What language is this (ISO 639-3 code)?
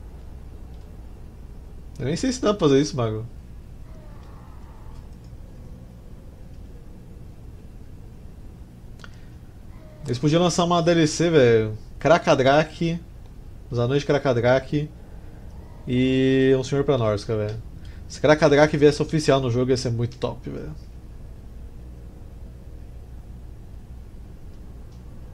por